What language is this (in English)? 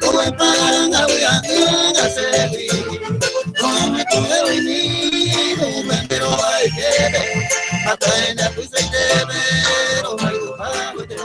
Guarani